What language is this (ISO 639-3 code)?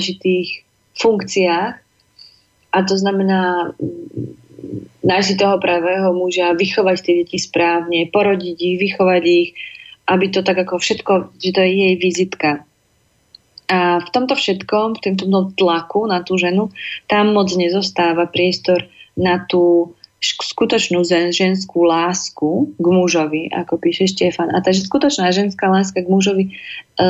slk